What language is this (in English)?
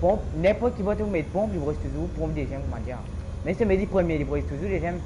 Morisyen